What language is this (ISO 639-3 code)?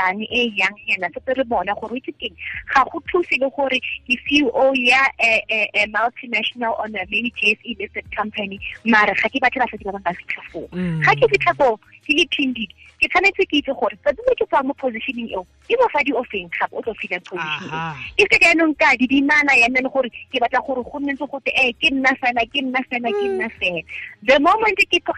tsn